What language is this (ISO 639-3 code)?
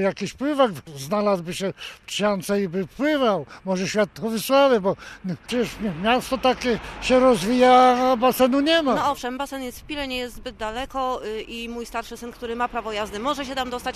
pol